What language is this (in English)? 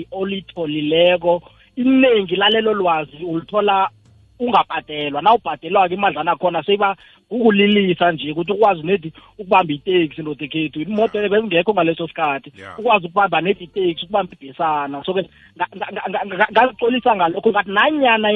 South Ndebele